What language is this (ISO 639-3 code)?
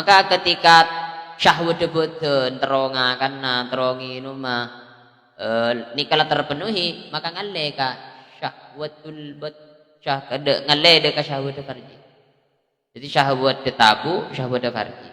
mad